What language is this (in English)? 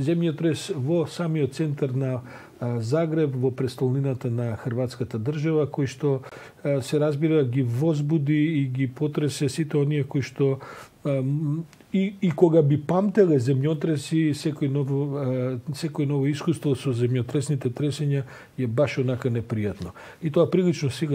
Macedonian